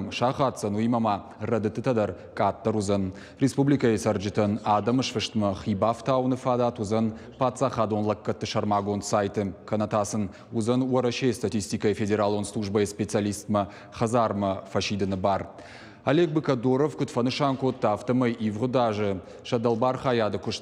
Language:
Ossetic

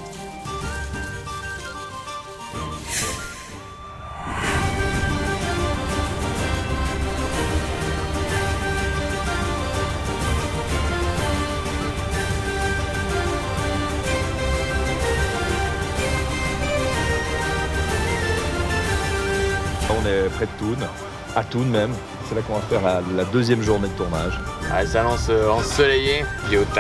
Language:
French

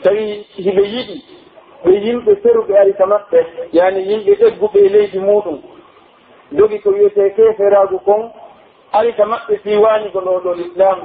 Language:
Pular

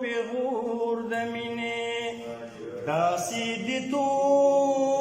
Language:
Pashto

